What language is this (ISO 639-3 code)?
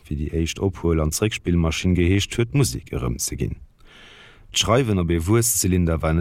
ltz